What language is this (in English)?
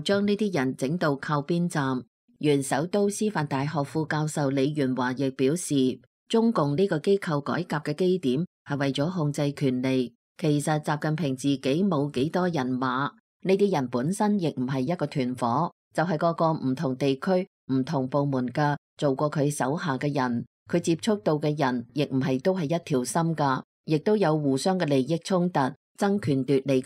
Cantonese